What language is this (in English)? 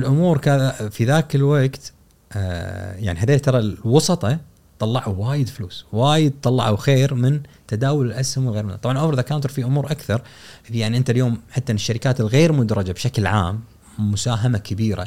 Gulf Arabic